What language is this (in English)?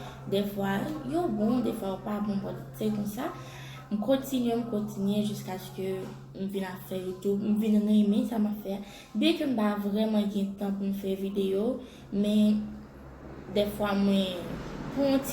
Haitian Creole